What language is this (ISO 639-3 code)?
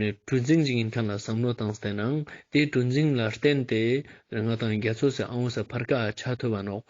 lbj